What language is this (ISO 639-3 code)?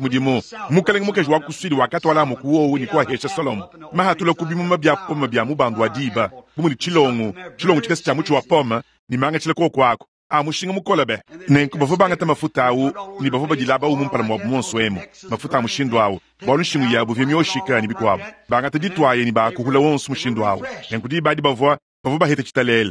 lua